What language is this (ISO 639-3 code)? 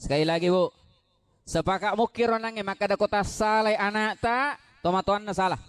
bug